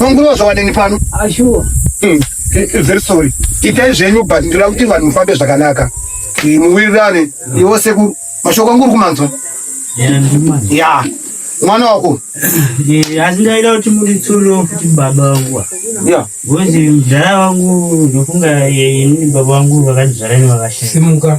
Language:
Shona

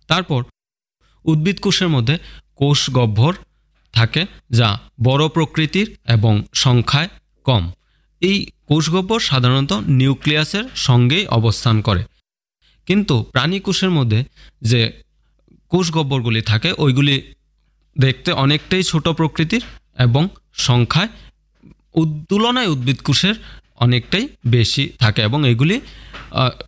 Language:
Bangla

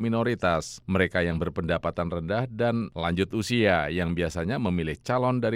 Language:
Indonesian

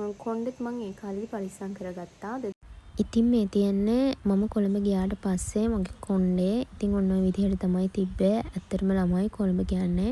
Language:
Sinhala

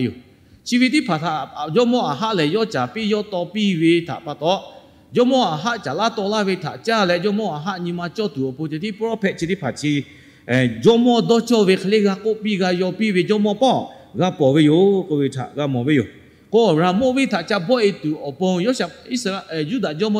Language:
Lahu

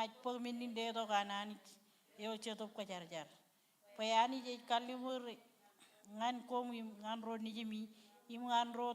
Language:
Marshallese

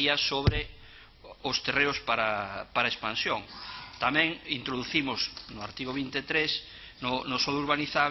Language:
Galician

